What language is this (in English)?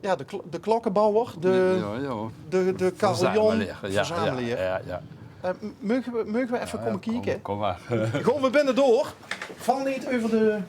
Limburgish